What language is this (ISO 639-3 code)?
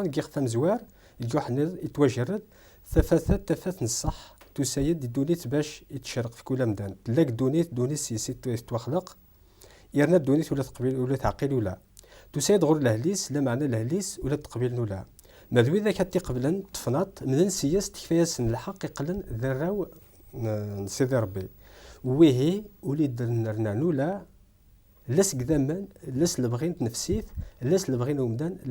kab